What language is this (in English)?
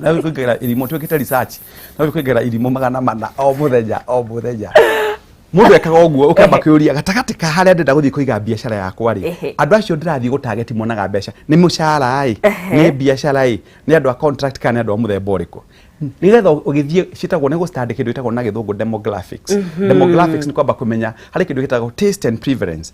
Kikuyu